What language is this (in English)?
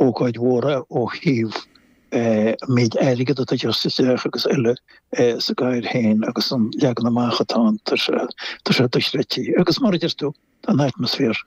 Irish